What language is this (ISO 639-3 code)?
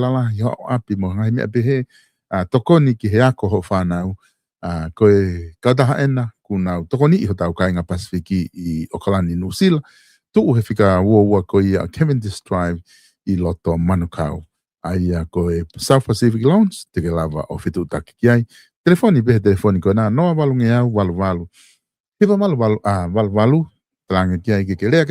ton